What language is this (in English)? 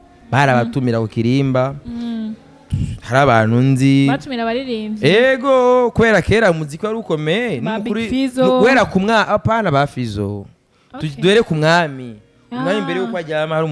Rundi